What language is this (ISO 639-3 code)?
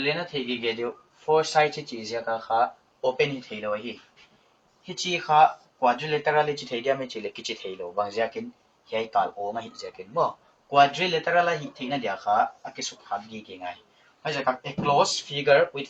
pck